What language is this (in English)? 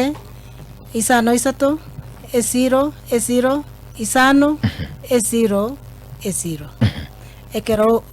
Gusii